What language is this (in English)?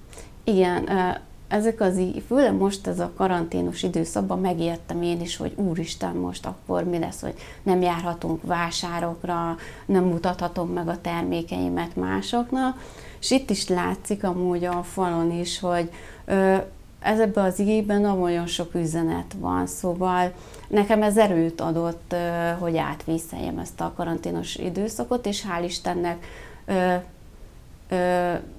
Hungarian